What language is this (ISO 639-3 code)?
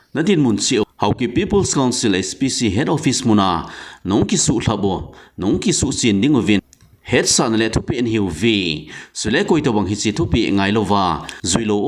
tcz